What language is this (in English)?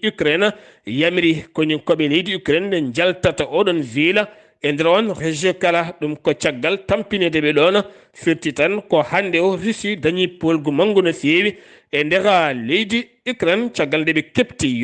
Fula